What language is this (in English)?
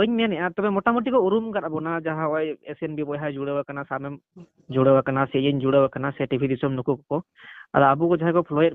Santali